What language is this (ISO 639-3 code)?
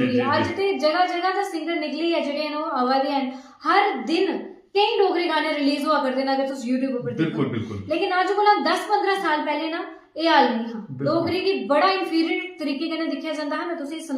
doi